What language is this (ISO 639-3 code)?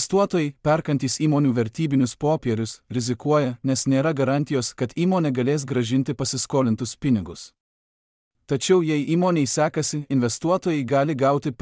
lit